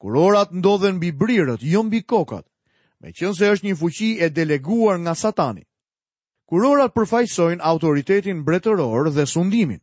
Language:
Albanian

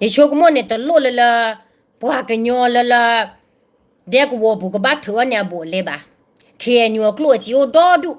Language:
S'gaw Karen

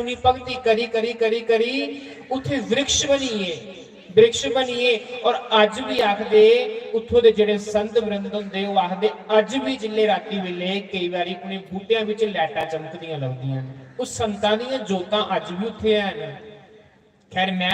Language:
Dogri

